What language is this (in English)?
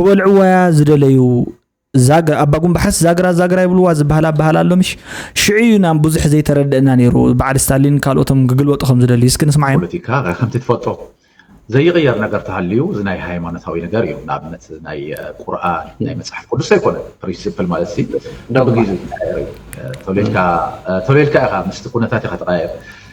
Tigrinya